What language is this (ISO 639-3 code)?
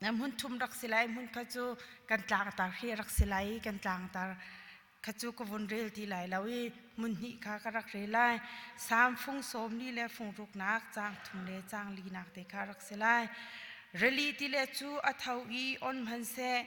cnh